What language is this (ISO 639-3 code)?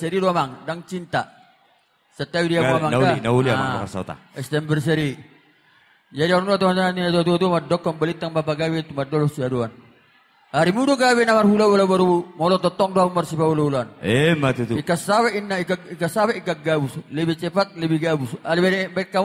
bbc